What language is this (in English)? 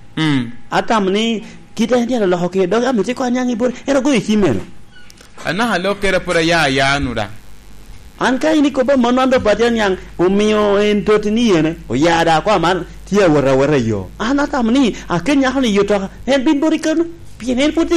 Lango (Uganda)